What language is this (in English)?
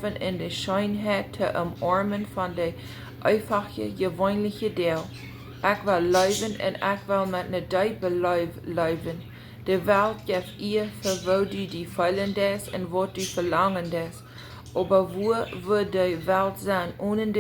Plautdietsch